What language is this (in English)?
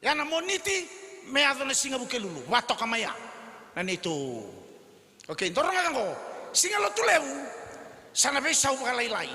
Fijian